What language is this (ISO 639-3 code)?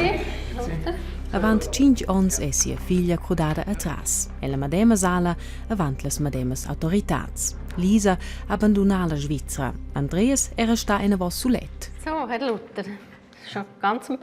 roh